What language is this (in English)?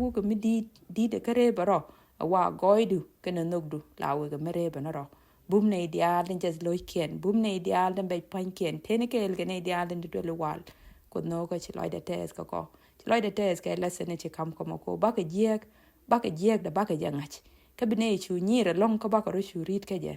Nuer